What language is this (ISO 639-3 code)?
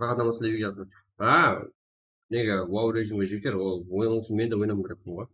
kaa